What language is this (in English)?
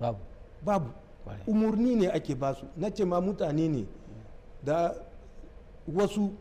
Hausa